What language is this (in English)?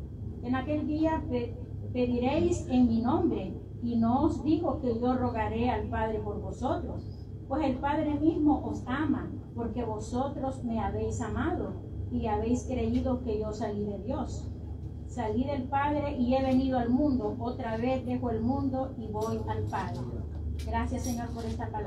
Spanish